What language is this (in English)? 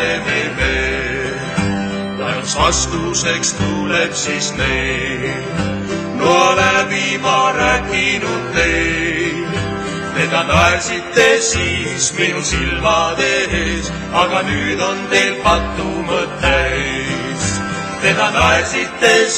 Estonian